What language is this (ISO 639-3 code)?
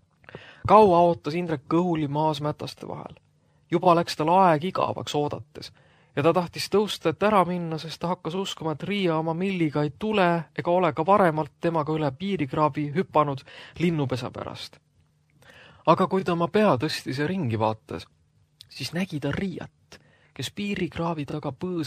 est